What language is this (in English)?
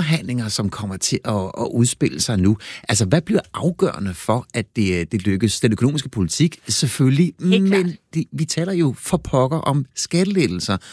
Danish